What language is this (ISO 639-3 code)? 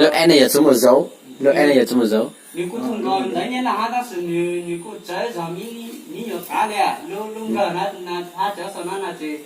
hmn